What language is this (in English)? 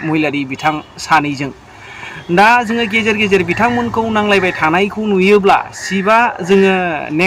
Bodo